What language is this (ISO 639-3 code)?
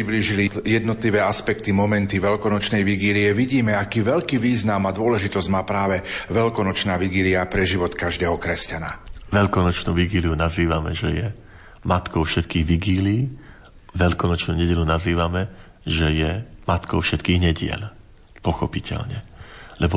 slk